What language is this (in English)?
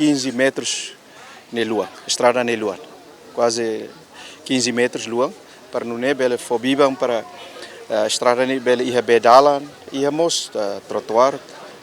Tetum